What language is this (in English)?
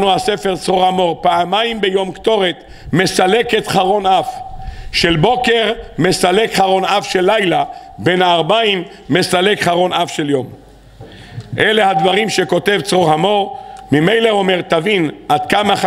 Hebrew